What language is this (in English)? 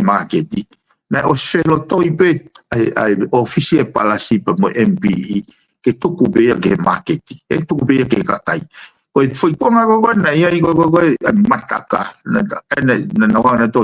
Tongan